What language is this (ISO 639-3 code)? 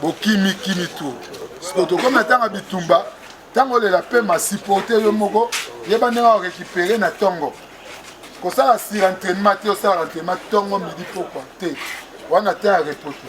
lin